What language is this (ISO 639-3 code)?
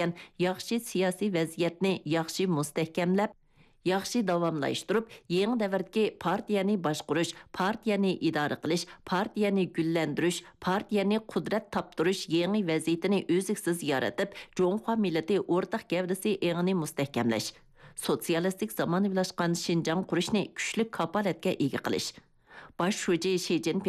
uig